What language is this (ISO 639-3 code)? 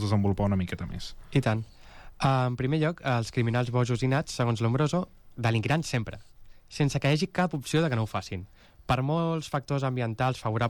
cat